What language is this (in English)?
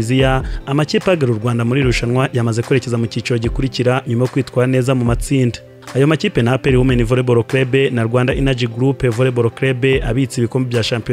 Kinyarwanda